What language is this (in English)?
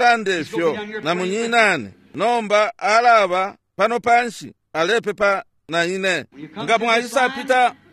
Bemba